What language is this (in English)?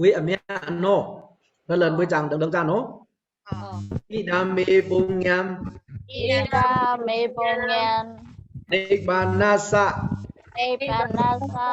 Pa'o Karen